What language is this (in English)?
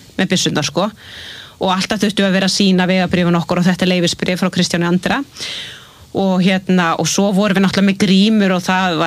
Icelandic